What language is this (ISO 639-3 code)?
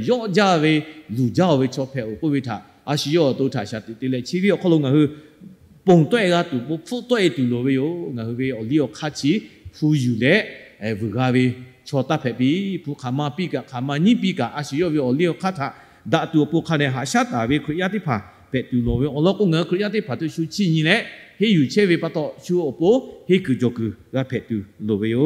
lhu